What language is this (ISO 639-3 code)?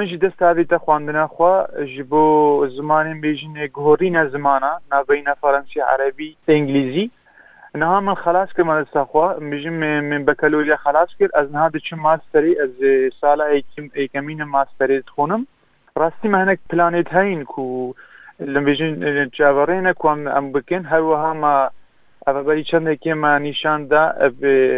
kur